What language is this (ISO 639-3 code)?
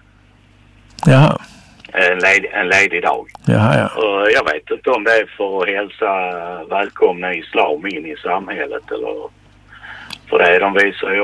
swe